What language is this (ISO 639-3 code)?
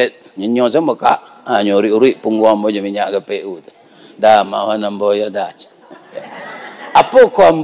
min